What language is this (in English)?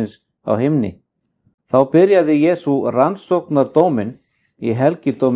Icelandic